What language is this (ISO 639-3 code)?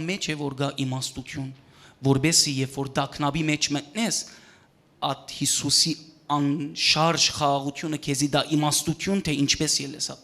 hyw